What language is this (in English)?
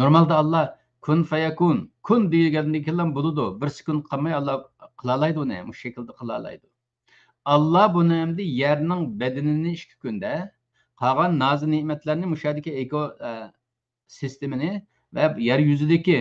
Uyghur